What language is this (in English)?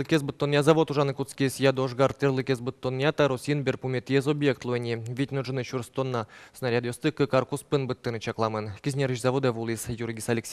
Udmurt